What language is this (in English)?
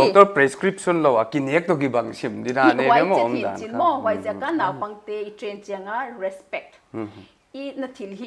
Paite Chin